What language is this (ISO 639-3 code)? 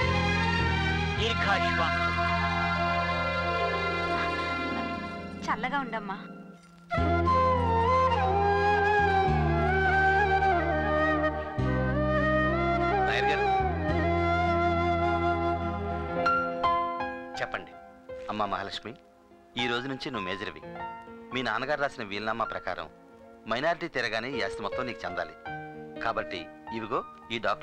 tel